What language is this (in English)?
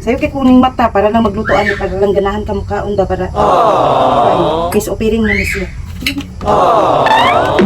Cebuano